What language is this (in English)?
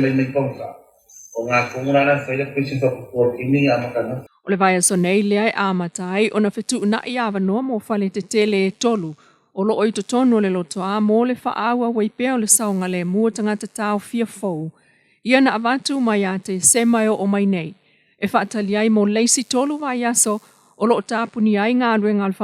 Samoan